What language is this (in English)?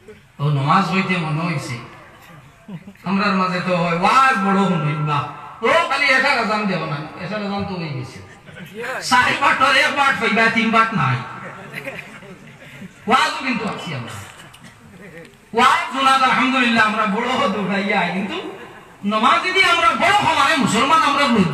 Sylheti